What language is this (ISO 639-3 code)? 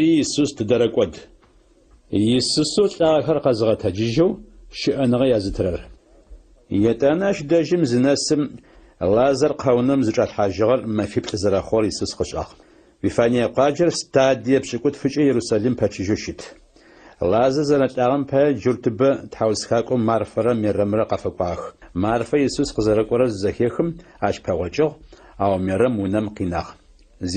ady